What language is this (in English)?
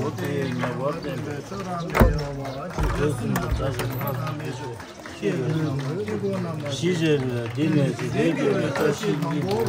Tibetan